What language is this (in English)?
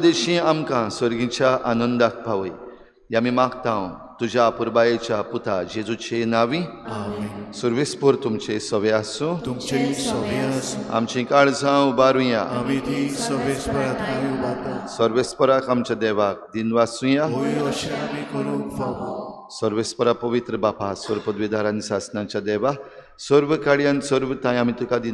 Konkani